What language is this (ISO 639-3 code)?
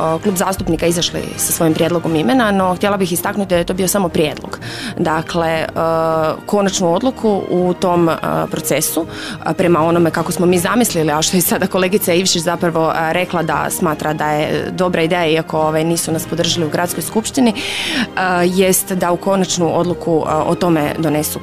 hrv